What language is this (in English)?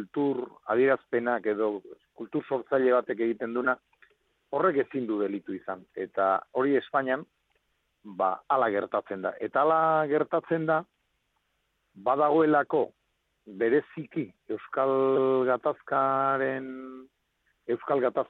Basque